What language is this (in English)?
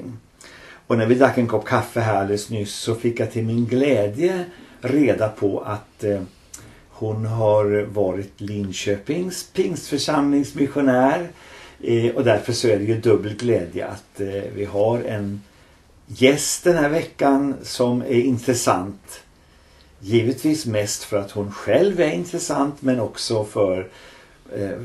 Swedish